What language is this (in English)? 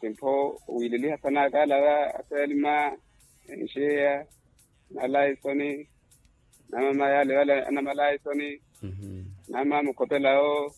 Makhuwa